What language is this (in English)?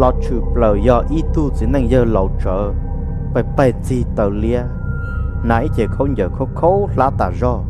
Hmong